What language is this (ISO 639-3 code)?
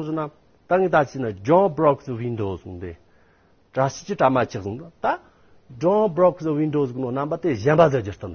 adx